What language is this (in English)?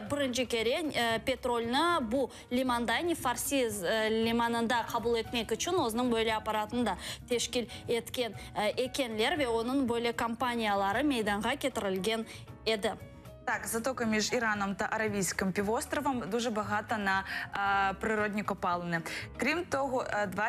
Crimean Tatar